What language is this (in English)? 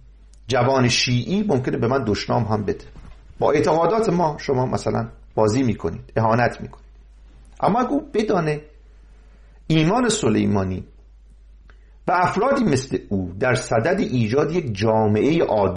Persian